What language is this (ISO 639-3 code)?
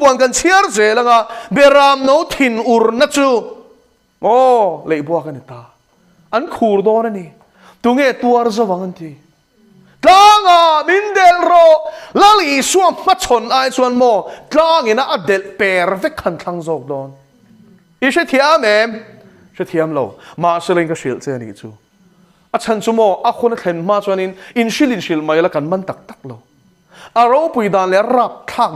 lus